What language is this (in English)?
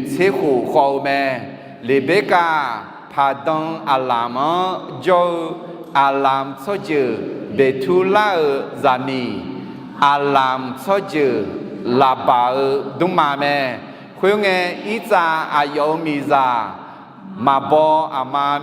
Akha